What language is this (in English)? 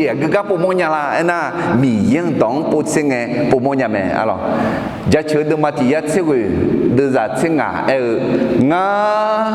Akha